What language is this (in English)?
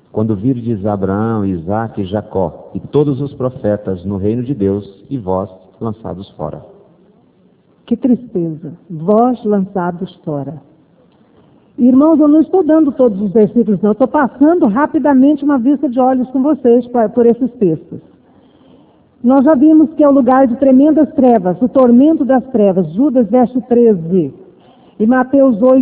Portuguese